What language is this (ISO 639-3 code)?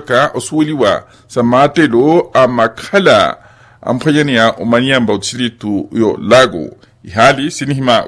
vmw